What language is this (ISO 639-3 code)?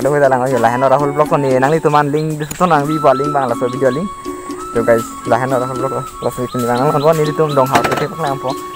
mjw